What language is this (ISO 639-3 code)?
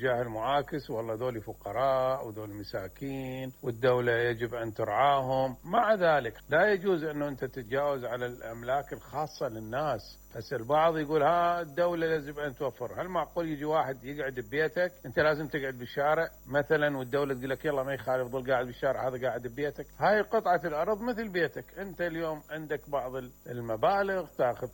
acm